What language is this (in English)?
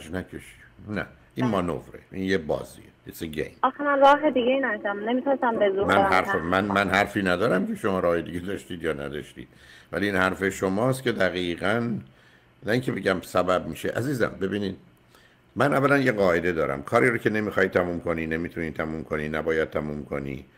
Persian